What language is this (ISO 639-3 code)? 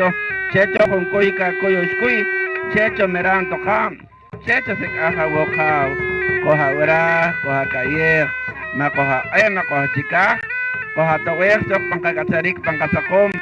poh